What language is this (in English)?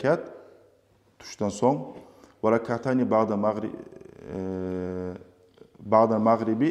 Kumyk